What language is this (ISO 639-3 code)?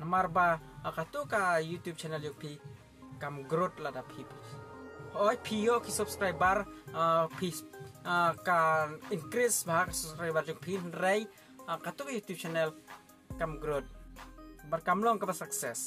kha